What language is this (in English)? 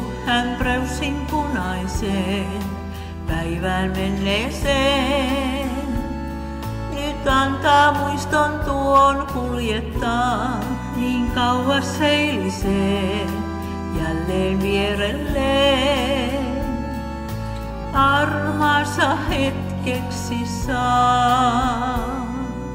Finnish